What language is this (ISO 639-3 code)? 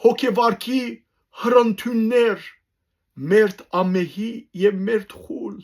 hyw